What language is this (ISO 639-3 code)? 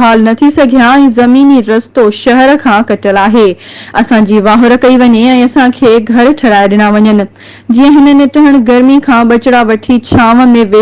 snd